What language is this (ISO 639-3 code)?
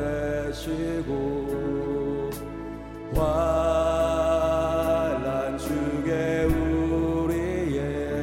kor